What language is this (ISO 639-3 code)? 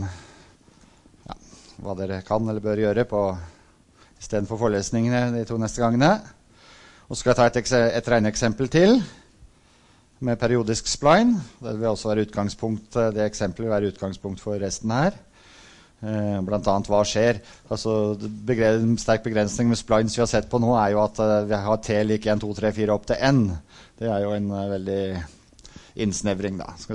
nor